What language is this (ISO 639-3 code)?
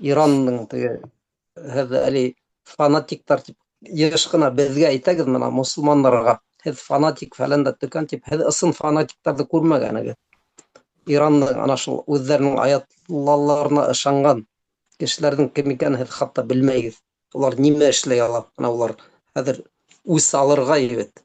bak